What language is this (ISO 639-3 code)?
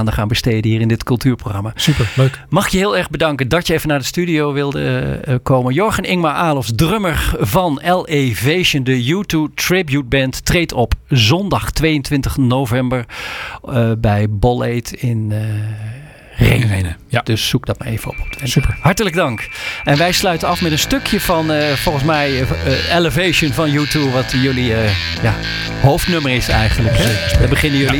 nld